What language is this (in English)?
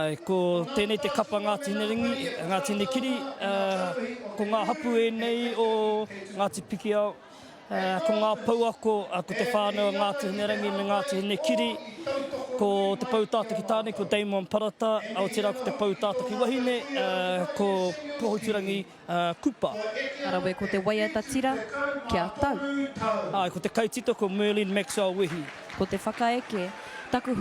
Māori